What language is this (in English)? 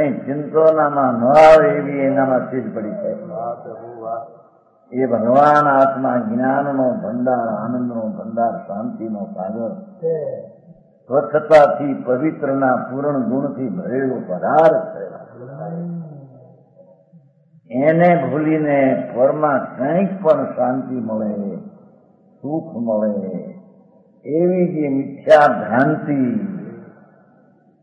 Gujarati